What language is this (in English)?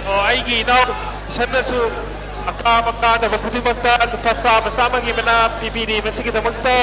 Manipuri